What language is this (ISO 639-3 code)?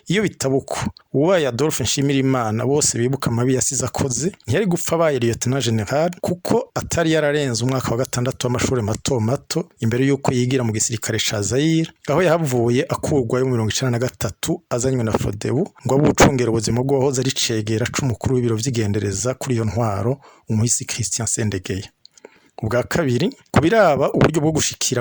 run